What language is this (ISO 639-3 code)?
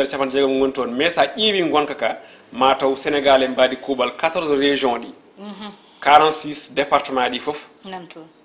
ful